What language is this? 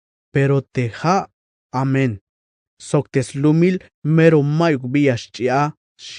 Tzeltal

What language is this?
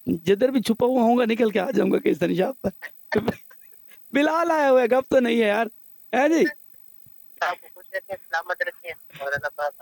Urdu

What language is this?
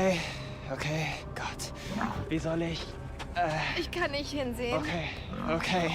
Bavarian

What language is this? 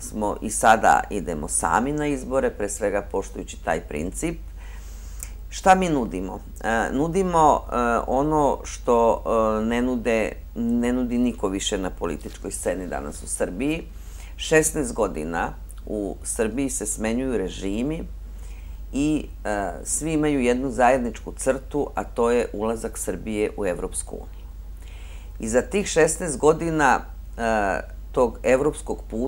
Serbian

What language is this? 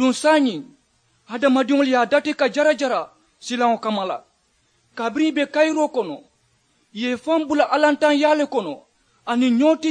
Mandingo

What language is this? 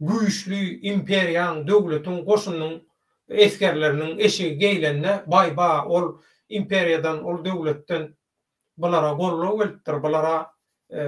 Turkmen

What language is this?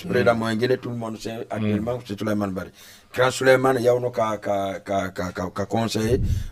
Fula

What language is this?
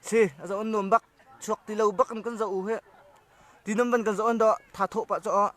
Hakha Chin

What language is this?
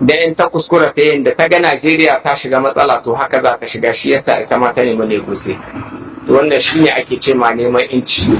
Hausa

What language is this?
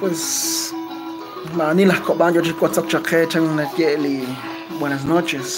Kekchí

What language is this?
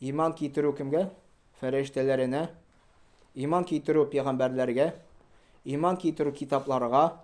Tatar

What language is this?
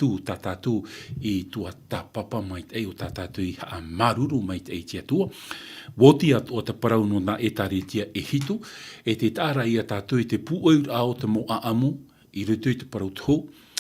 Tahitian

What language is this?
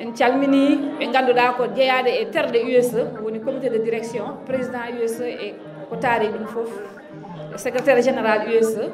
Fula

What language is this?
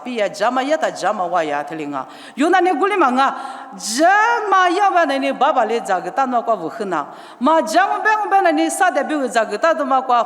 Lisu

